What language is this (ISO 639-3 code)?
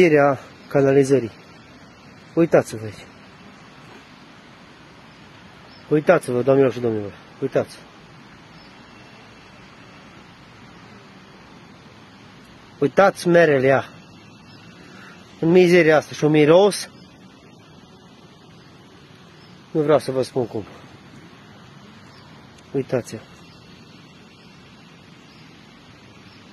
ron